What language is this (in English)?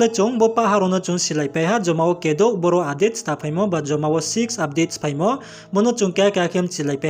Riang (India)